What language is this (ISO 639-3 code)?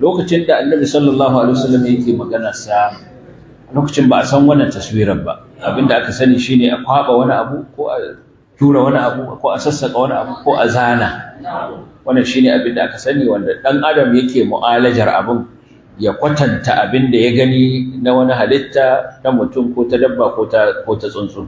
hau